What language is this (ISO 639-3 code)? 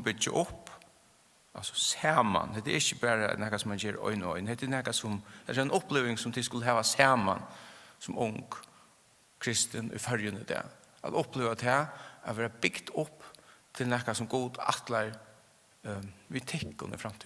fao